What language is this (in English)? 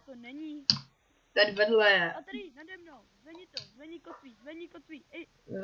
Czech